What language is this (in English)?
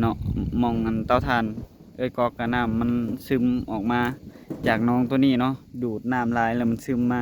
Northeastern Thai